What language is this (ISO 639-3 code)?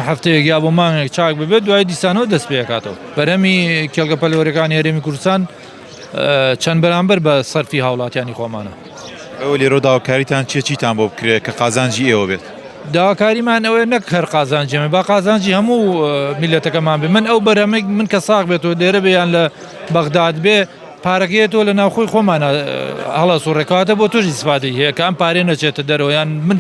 ckb